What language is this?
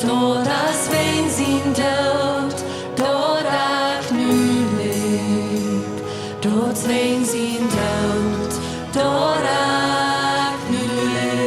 Plautdietsch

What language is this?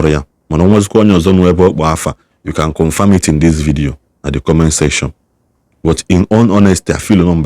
Igbo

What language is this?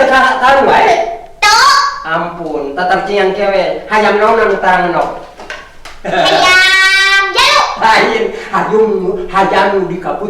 Sundanese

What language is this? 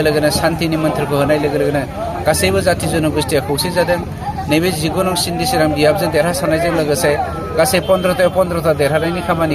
Bodo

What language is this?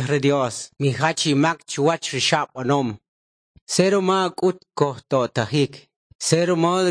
Kʼicheʼ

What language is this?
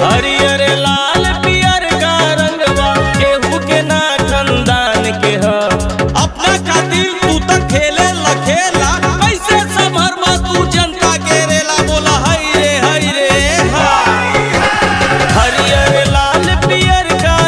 Bhojpuri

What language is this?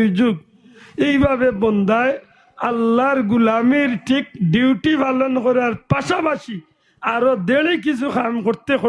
Sylheti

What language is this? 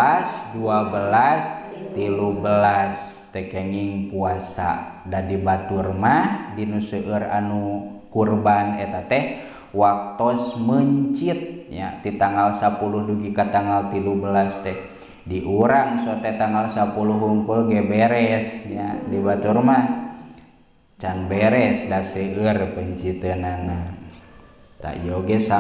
Sundanese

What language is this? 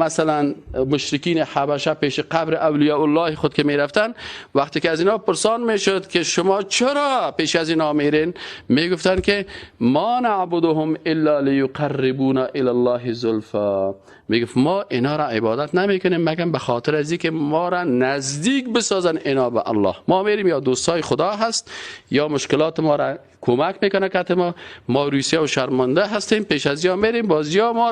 Persian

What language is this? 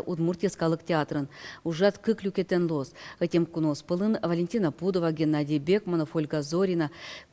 Udmurt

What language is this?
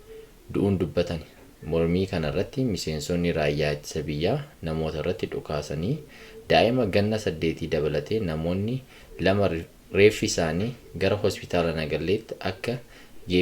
Oromo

